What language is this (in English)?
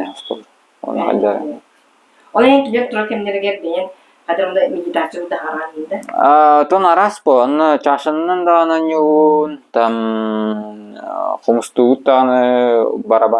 Yakut